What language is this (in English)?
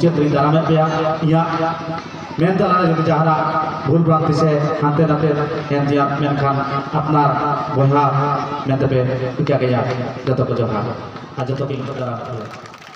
Santali